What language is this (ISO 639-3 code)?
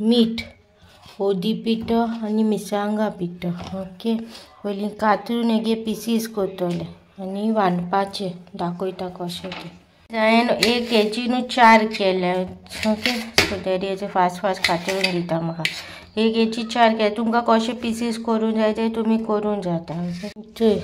kok